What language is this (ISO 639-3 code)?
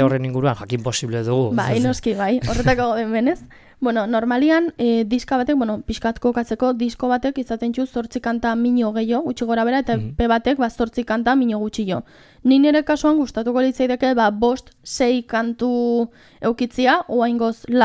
eus